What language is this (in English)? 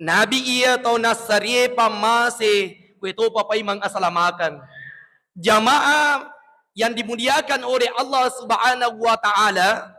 Buginese